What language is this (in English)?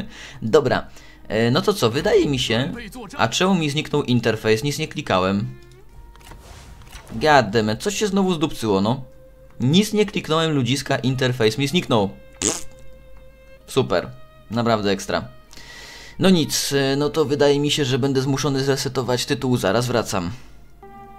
Polish